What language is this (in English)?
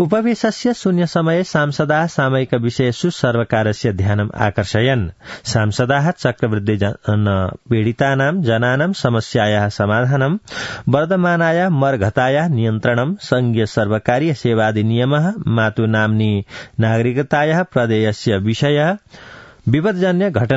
Sanskrit